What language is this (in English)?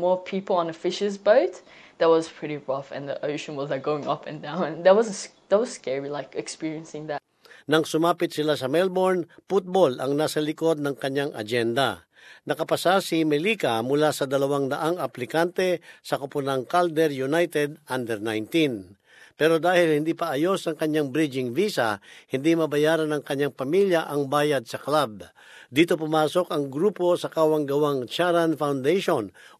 Filipino